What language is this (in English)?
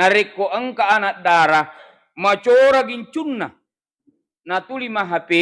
Buginese